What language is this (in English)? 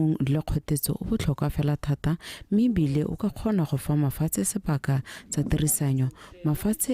Tswana